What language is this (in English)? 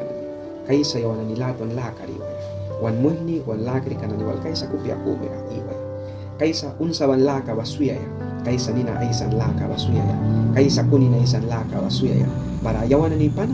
Mískito